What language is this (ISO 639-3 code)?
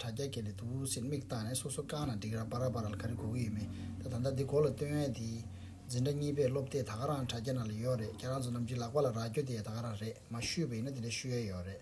bod